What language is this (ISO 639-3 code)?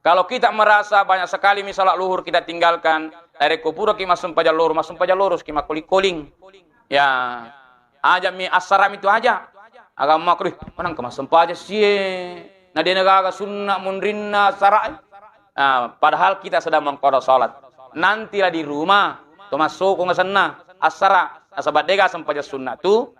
bug